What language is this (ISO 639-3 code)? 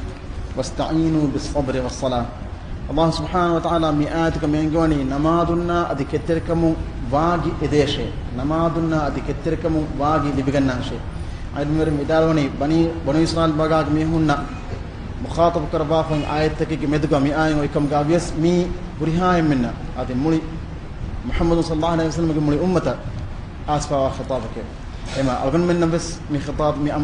div